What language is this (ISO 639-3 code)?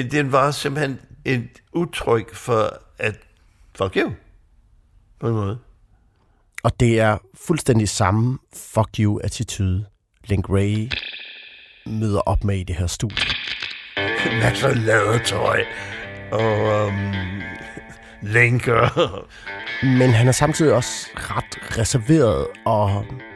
dan